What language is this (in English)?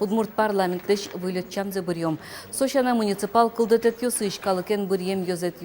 Udmurt